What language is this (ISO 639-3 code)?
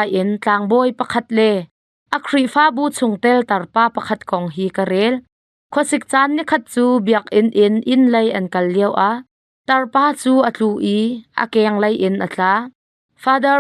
cnh